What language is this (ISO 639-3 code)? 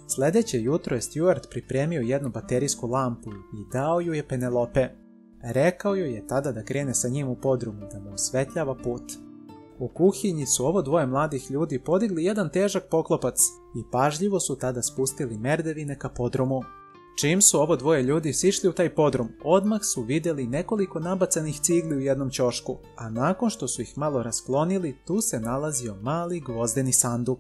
srp